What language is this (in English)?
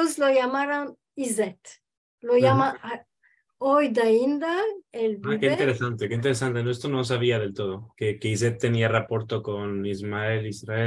Ladino